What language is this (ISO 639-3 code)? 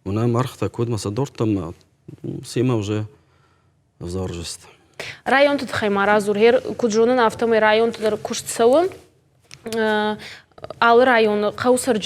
oss